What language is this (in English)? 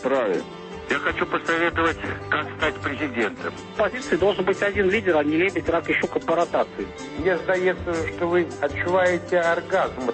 Belarusian